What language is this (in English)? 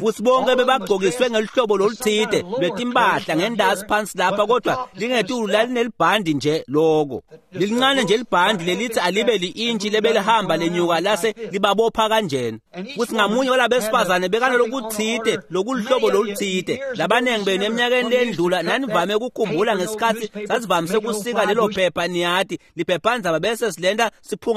Swati